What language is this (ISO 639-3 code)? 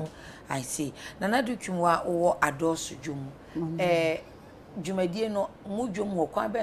aka